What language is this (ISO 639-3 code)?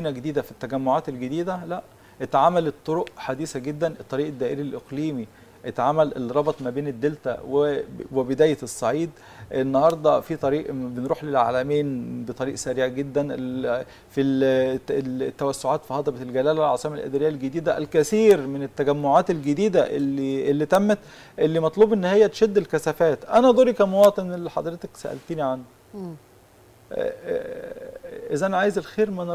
arz